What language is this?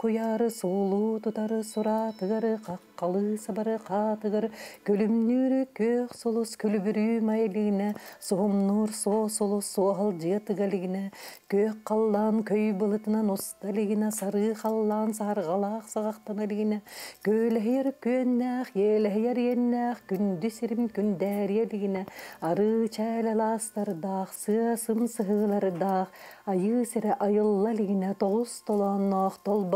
Yakut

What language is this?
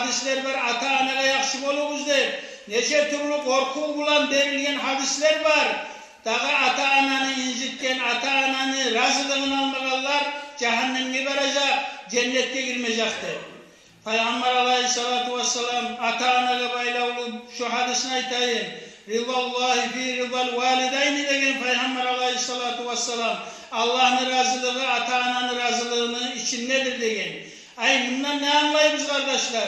Kumyk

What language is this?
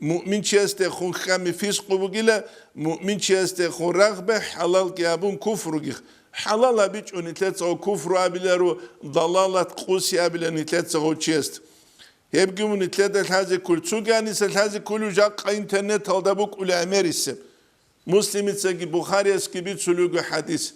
Avaric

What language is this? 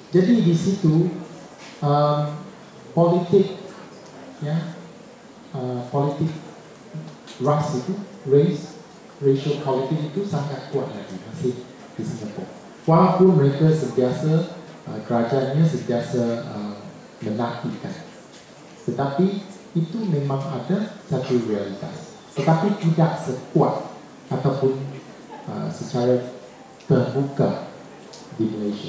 Malay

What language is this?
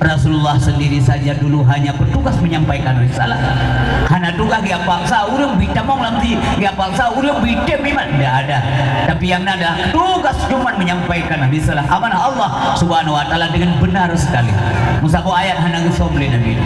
Achinese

